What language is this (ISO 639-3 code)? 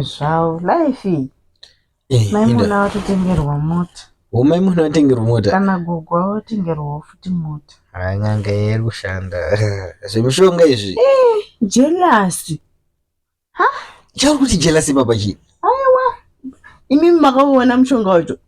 sna